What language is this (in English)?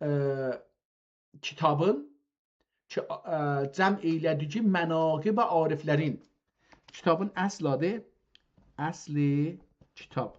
South Azerbaijani